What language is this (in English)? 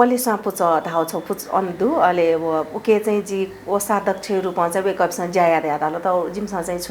Newari